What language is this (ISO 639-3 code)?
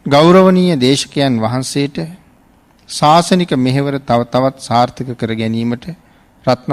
sin